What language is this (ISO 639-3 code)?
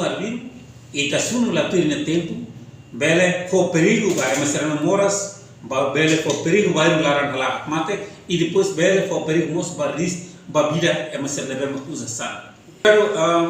tet